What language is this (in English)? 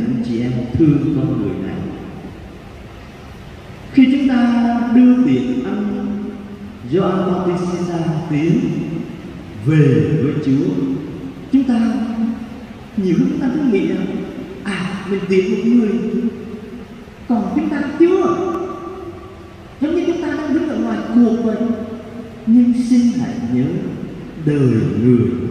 Vietnamese